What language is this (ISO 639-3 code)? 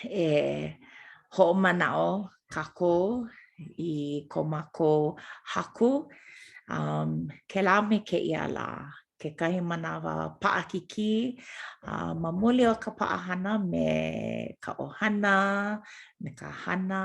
haw